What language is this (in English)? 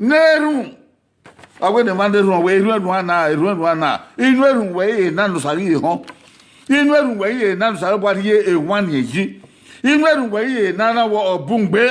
Bini